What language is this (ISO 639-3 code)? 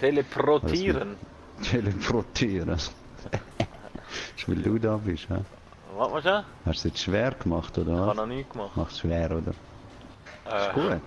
gsw